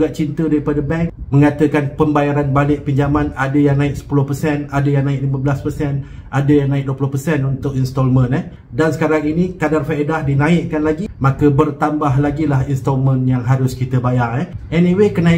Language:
Malay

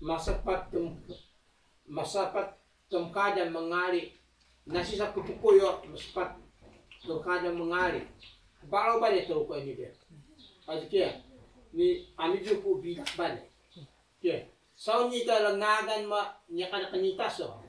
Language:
Taroko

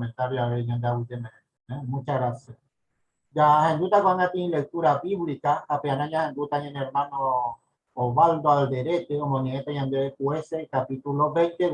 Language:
Guarani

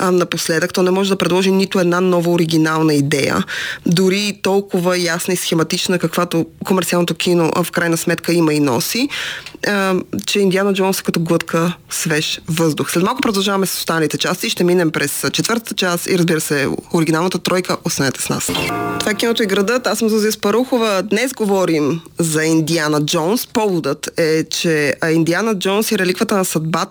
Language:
Bulgarian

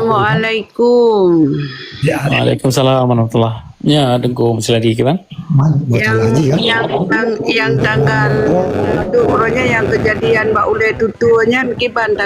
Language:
Achinese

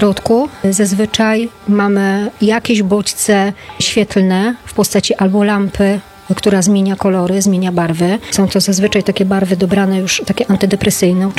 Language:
Polish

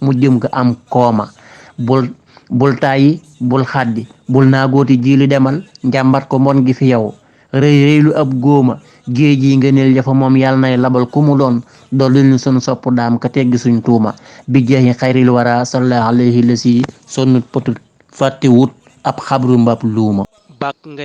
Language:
Wolof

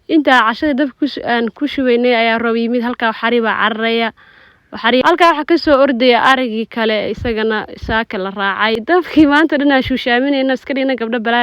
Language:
Somali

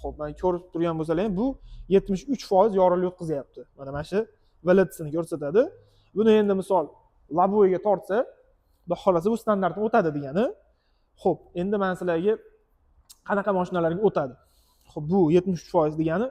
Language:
Uzbek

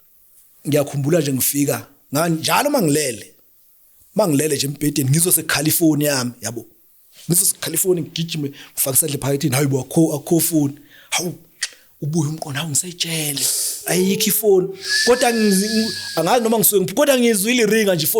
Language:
Zulu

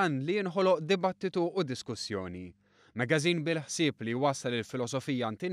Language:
Maltese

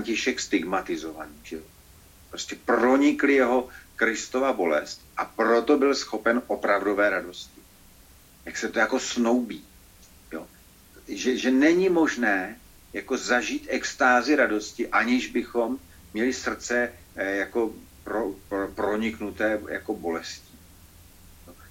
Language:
Czech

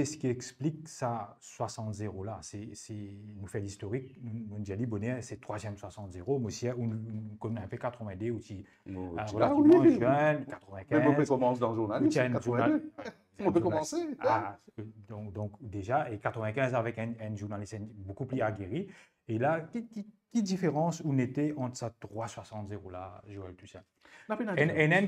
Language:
Morisyen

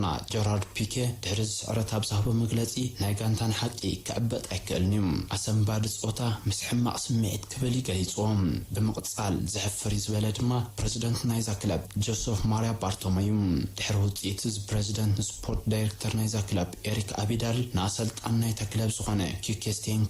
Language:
Tigrinya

